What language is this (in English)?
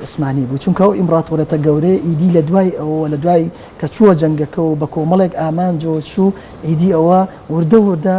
Central Kurdish